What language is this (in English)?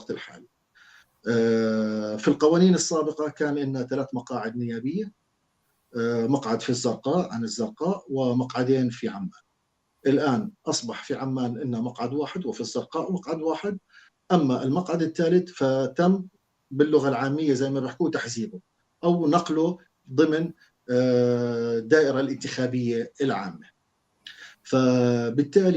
North Levantine Arabic